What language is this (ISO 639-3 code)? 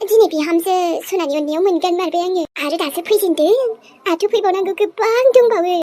brx